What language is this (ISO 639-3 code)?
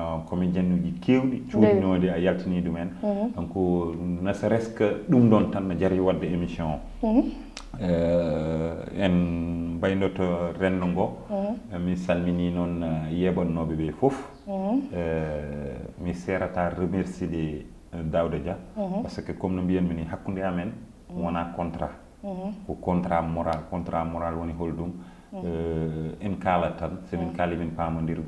ful